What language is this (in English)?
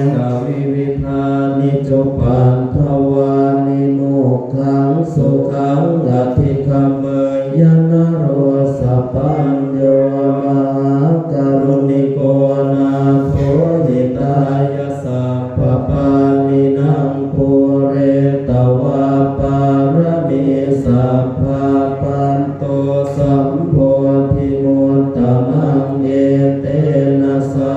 Pali